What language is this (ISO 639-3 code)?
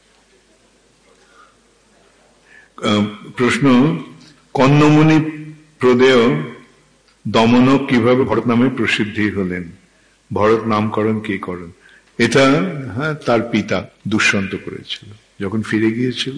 ben